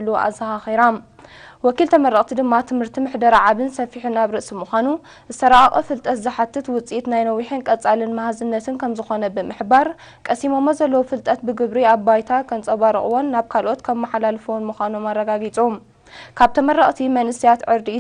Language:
Tigrinya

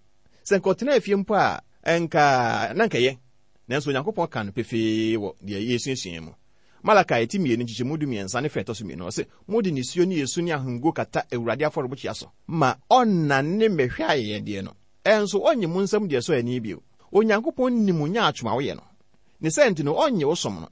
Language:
Akan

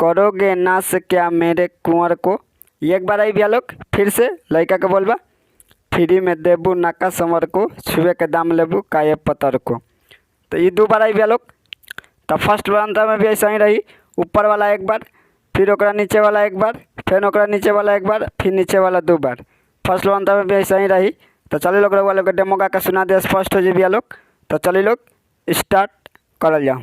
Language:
Bhojpuri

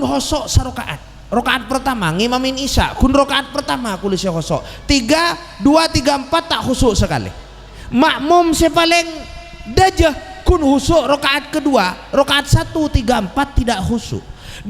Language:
Madurese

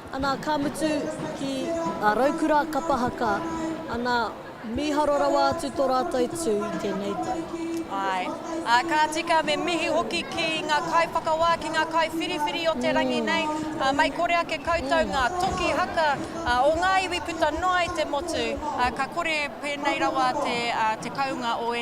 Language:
Māori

